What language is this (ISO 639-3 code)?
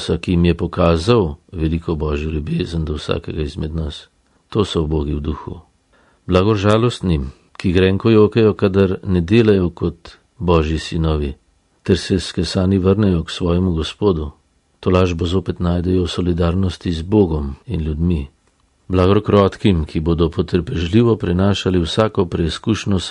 slv